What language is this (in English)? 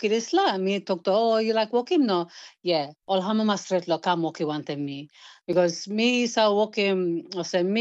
Tok Pisin